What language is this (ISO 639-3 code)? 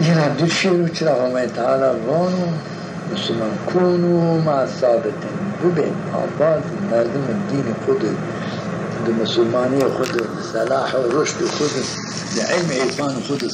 zza